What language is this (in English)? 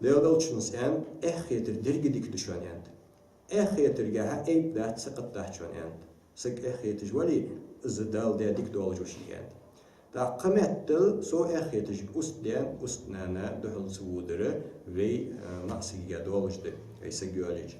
Ingush